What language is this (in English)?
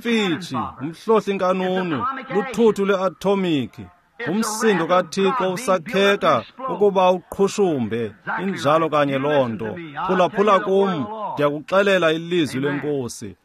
Xhosa